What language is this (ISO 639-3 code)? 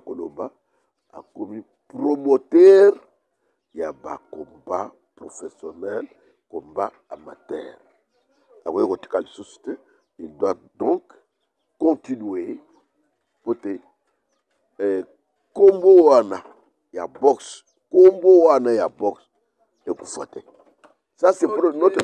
lin